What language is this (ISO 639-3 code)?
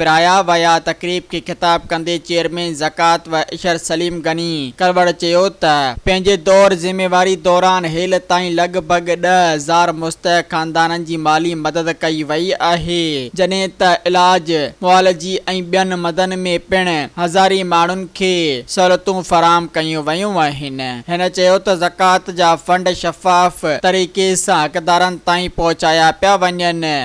snd